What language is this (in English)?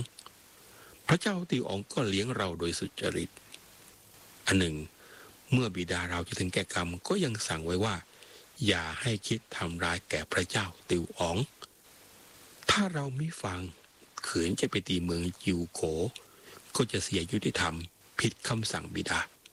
Thai